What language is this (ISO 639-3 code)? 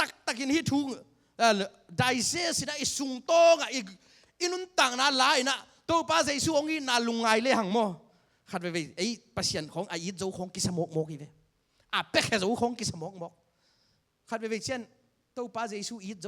ctd